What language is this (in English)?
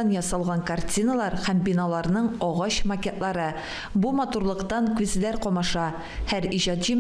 Tatar